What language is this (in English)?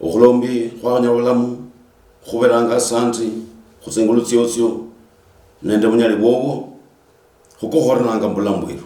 Luyia